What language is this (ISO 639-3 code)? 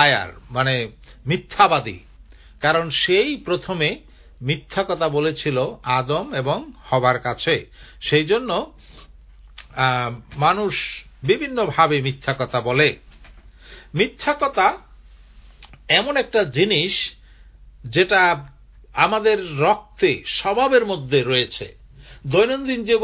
ben